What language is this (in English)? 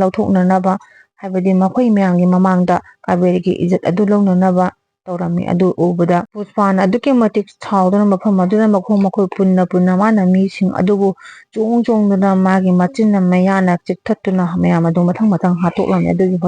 Manipuri